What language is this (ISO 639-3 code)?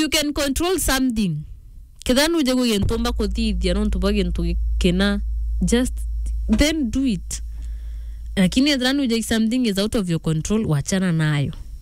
mer